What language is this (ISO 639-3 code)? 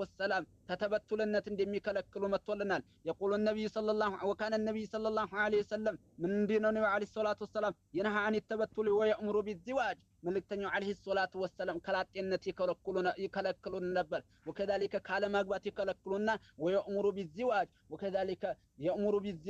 amh